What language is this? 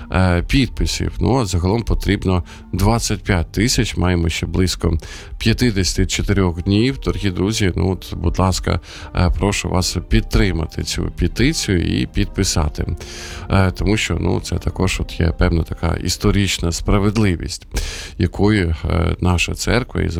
Ukrainian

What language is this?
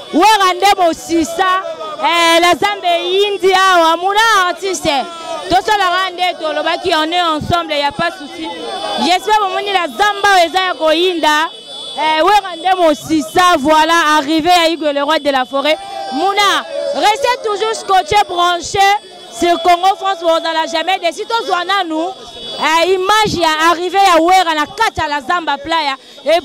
Lingala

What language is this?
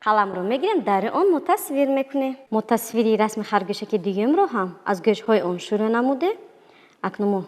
Tajik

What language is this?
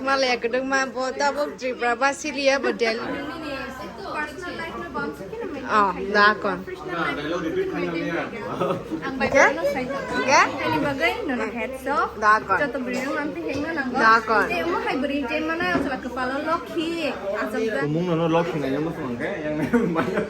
Kok Borok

